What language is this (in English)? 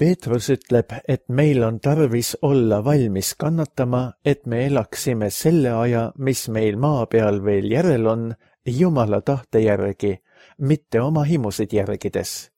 Estonian